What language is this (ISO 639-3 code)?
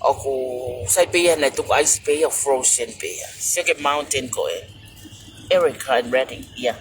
ton